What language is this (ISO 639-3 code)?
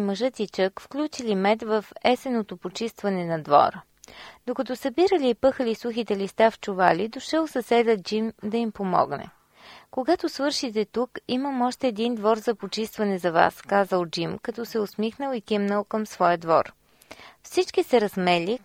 bul